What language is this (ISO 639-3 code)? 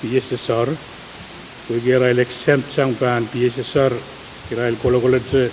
pon